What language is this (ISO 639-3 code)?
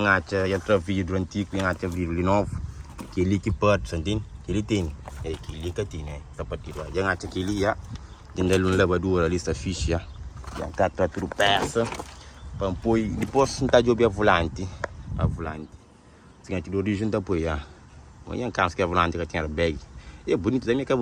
kea